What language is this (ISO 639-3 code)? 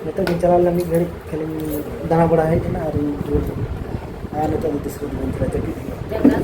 sat